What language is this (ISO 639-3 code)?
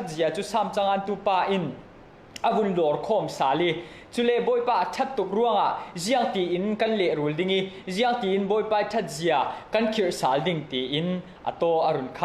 cfm